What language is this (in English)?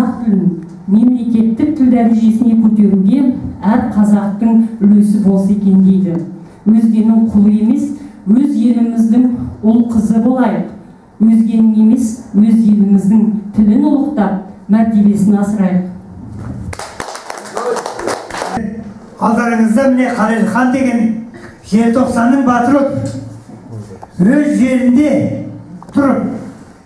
Kazakh